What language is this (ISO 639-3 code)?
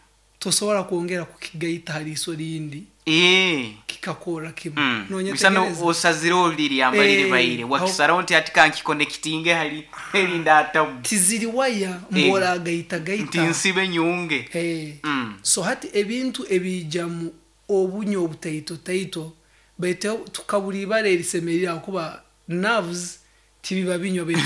nyo